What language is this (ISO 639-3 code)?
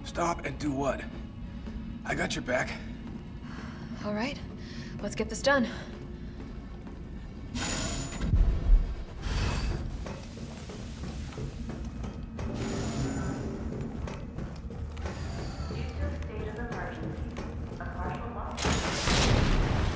eng